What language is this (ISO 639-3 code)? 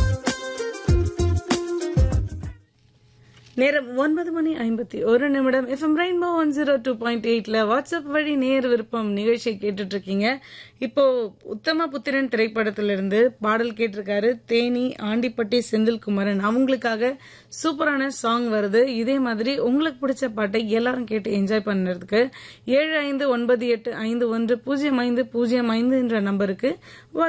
tam